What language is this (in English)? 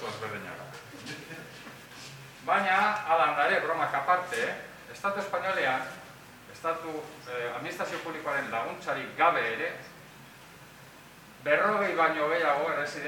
Basque